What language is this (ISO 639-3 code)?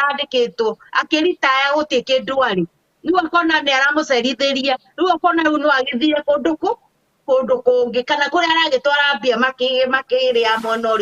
kik